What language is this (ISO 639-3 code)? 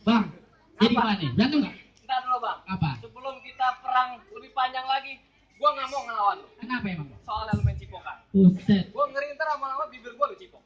bew